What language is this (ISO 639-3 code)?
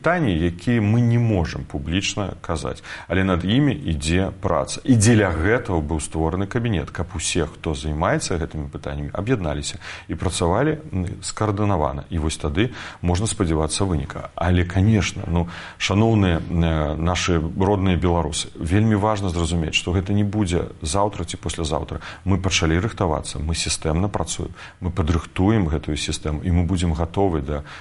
bel